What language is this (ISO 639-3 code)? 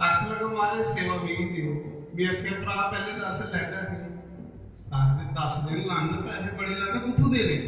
doi